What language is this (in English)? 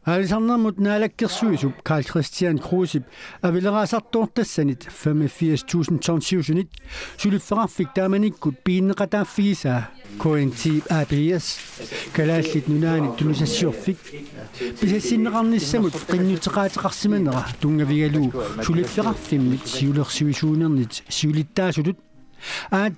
Kalaallisut